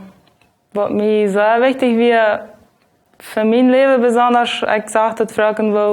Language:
Plautdietsch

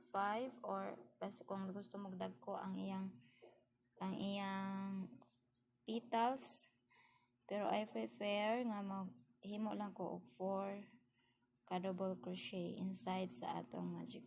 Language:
Cebuano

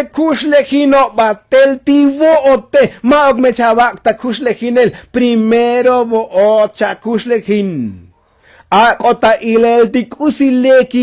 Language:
Tzotzil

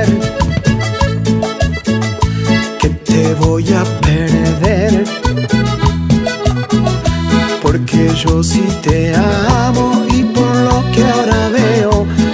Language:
Spanish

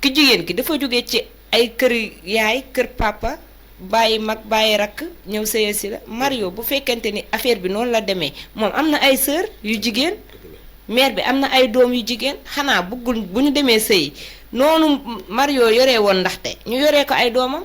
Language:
Wolof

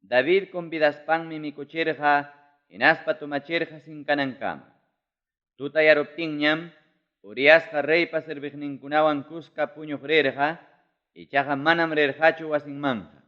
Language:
Ayacucho Quechua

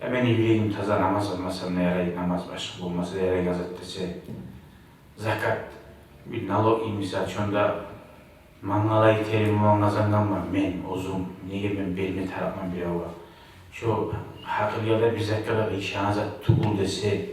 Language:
Kumyk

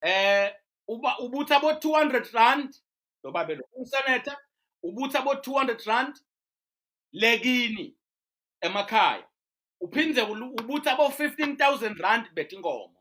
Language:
Swati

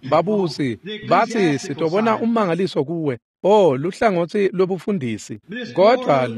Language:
Swati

